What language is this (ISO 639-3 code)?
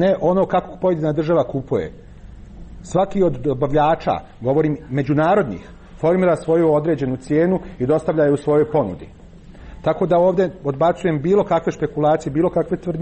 hrv